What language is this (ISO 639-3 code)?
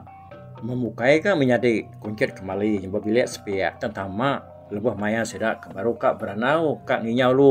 iba